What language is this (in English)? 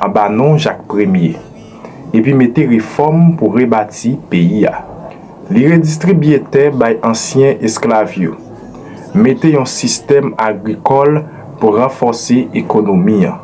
Haitian Creole